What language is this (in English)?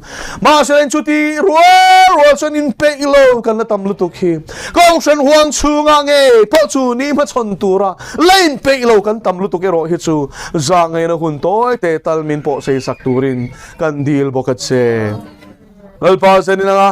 Mizo